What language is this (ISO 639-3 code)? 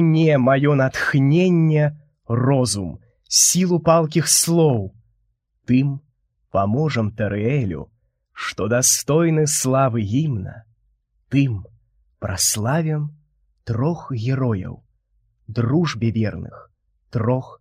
bel